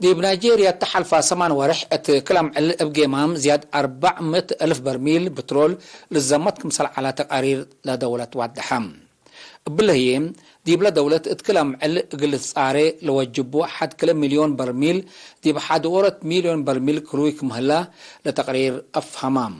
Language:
Tigre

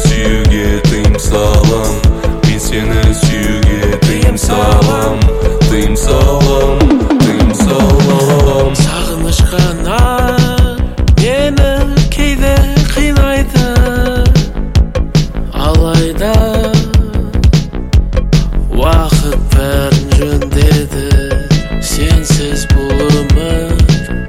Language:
Kazakh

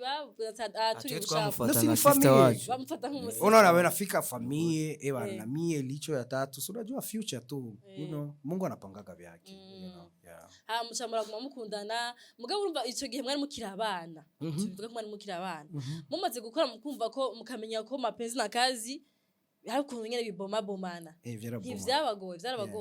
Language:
Rundi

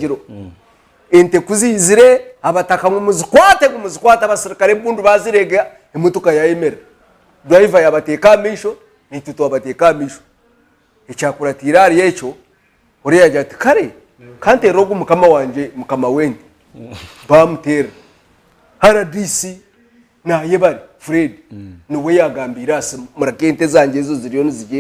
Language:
Nyankole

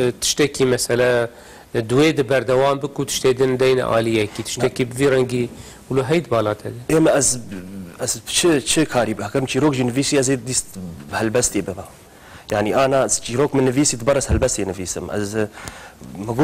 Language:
Kurdish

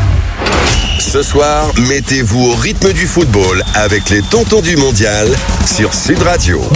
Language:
French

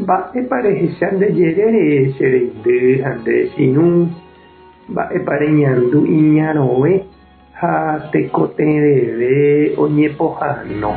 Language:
Guarani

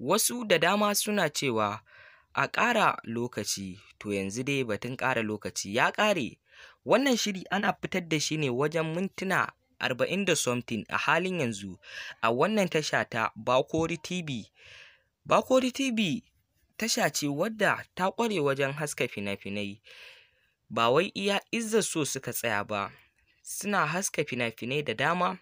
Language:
Hausa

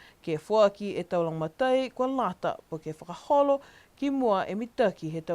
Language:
Niuean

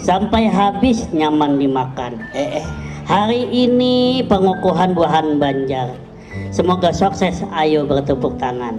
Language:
Banjar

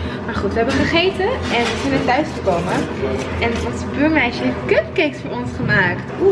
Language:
Dutch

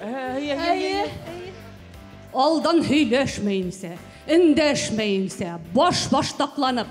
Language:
Bashkir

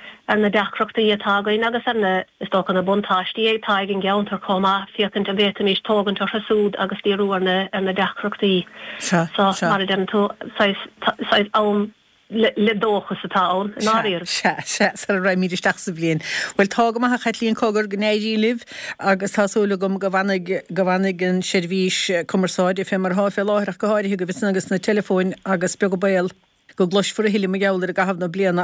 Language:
Irish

